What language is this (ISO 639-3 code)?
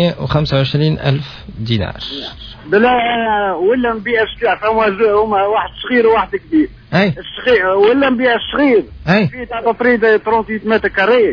aeb